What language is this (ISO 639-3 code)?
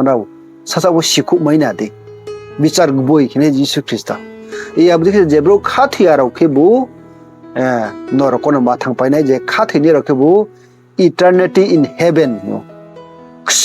ria